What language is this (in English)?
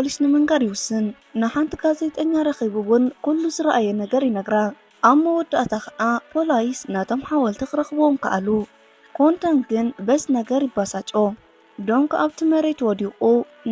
Tigrinya